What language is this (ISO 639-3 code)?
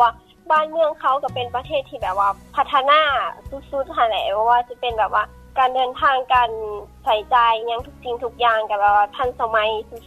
lao